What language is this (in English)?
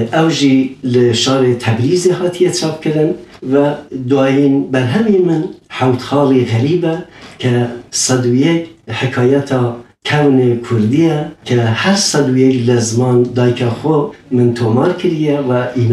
Kurdish